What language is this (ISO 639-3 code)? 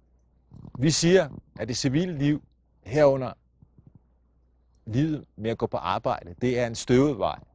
dan